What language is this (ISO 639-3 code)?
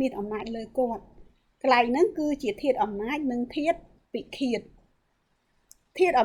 khm